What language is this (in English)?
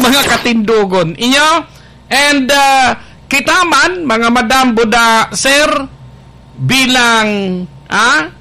Bikol